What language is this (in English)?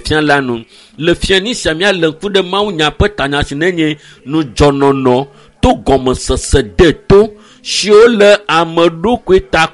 Ewe